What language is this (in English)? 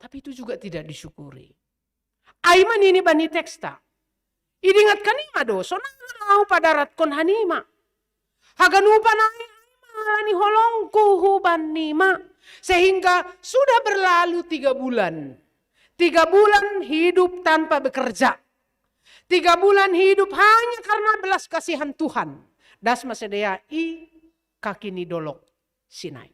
Batak Simalungun